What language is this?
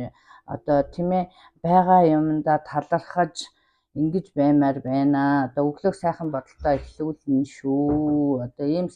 Mongolian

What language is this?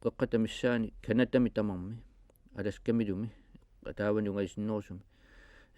Kalaallisut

